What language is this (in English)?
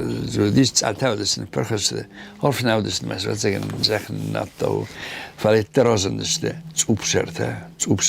Ossetic